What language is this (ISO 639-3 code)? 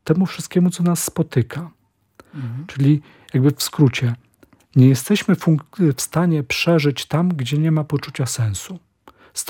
pol